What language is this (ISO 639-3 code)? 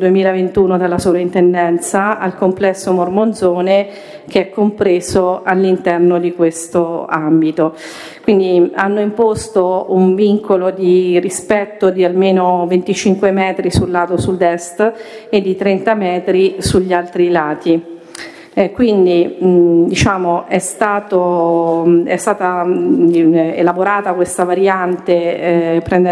ita